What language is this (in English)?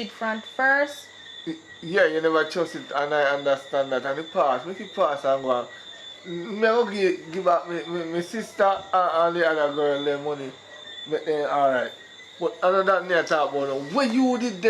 Jamaican Creole English